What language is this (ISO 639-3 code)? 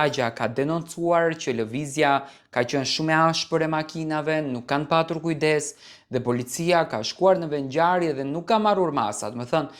sqi